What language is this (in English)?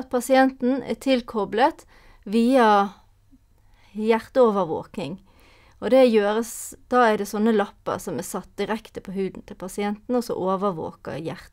Norwegian